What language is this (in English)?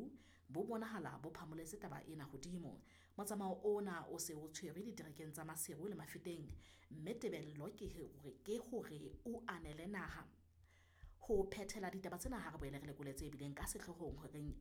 Southern Sotho